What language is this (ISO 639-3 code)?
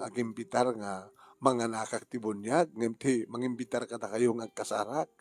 ilo